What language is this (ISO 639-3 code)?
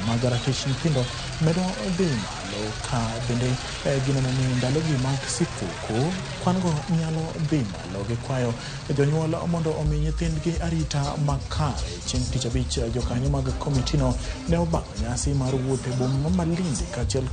luo